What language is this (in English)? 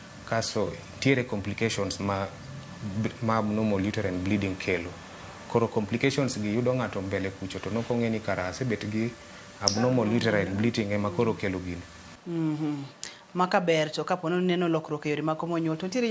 Luo (Kenya and Tanzania)